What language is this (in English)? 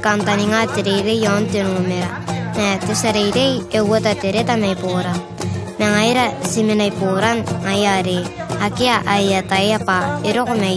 Gilbertese